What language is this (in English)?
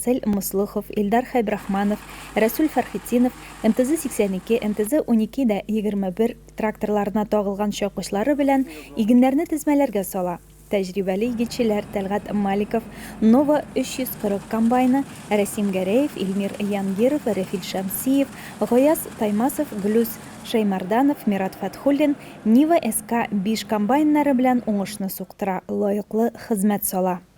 Tatar